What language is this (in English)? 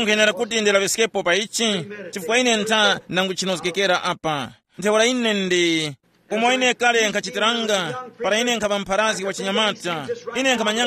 Tumbuka